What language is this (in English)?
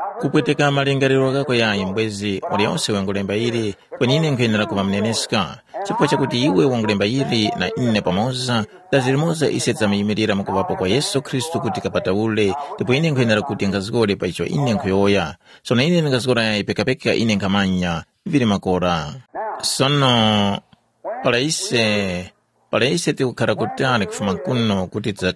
Tumbuka